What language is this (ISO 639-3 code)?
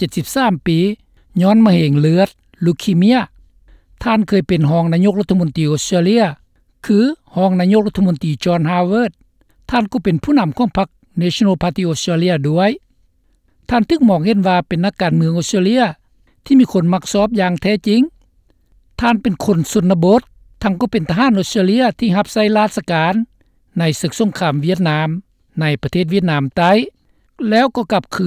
lao